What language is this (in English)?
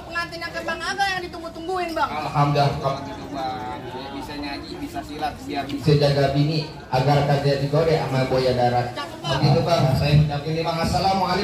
Betawi